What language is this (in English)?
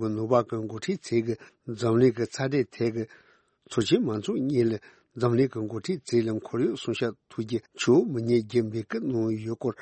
Tibetan